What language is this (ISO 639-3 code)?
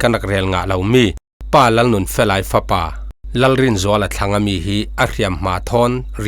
cfm